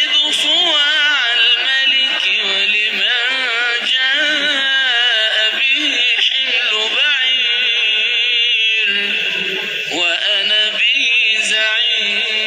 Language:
Arabic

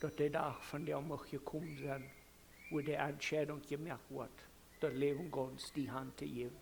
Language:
Plautdietsch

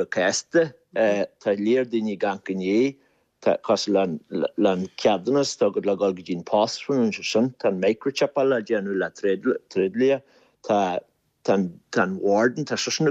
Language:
Irish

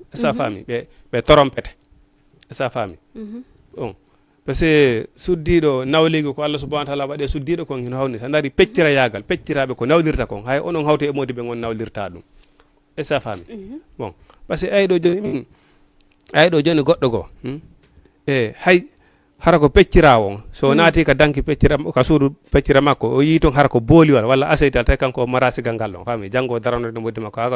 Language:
Fula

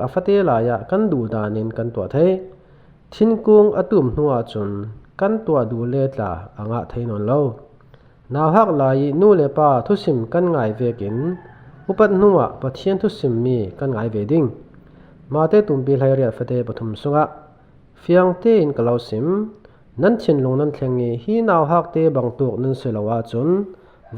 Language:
Falam Chin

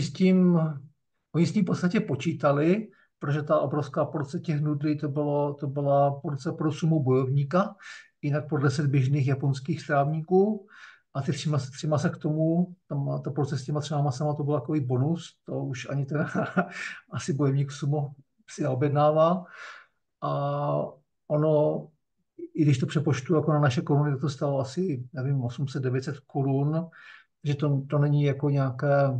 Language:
Czech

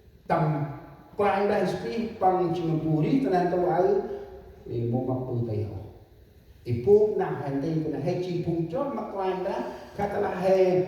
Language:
Central Mnong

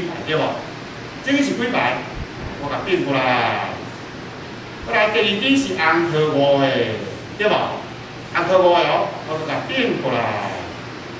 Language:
Min Nan Chinese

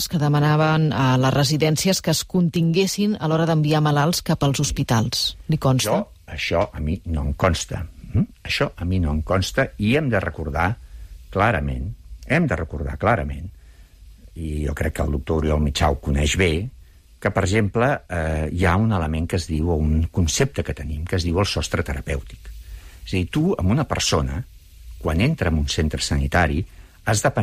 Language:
Catalan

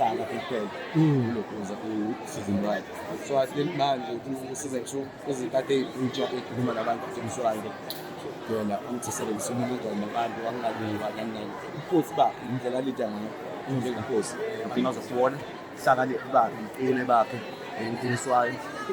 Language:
Zulu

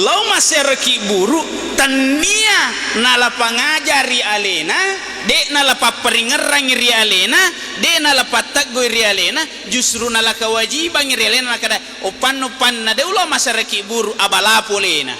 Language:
Buginese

